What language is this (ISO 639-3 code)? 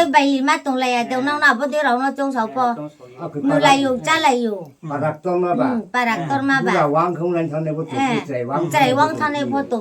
ria